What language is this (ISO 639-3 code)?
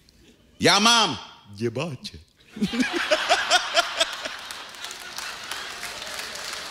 slk